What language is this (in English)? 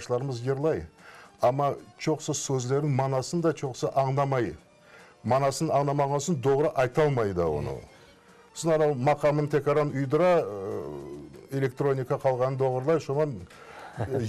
Crimean Tatar